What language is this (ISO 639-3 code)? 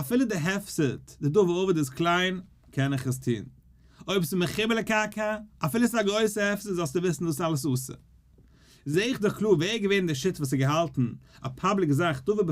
yid